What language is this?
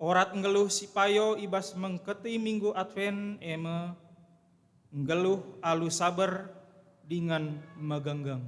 Batak Karo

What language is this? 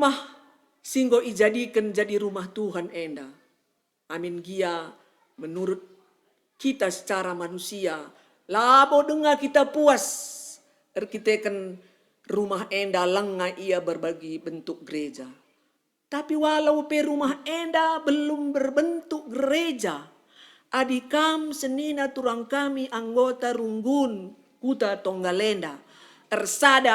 Batak Karo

